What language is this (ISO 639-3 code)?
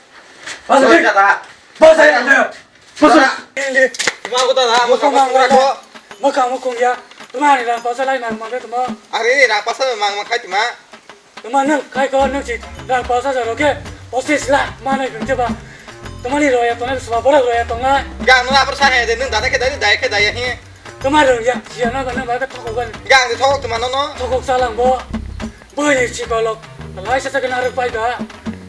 trp